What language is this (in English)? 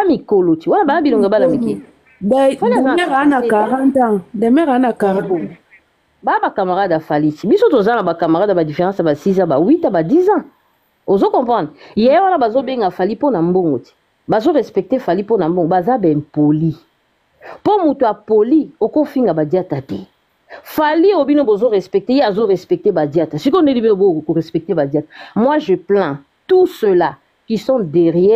Lingala